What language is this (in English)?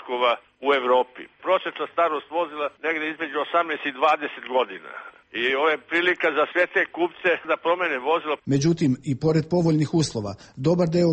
Serbian